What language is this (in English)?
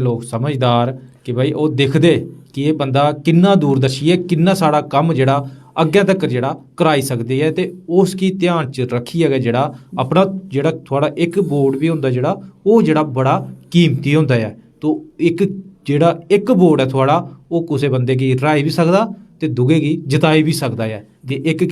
Dogri